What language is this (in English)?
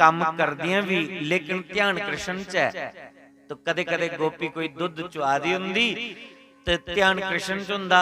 Dogri